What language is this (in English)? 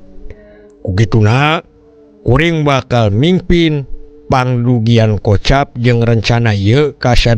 Sundanese